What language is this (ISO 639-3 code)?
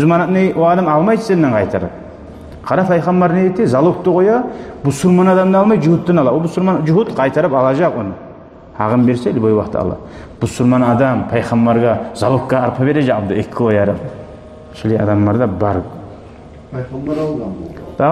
kum